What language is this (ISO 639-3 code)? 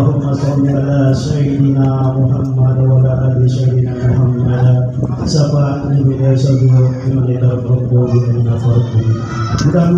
ind